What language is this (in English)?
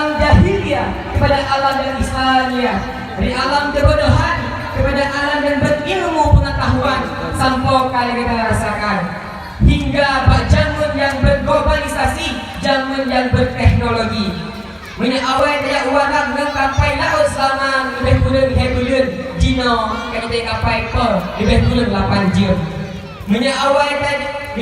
Achinese